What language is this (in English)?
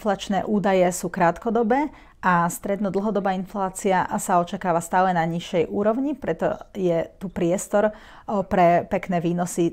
Slovak